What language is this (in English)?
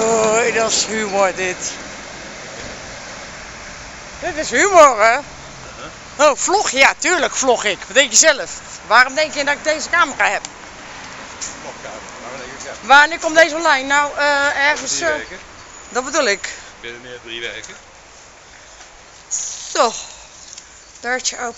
Dutch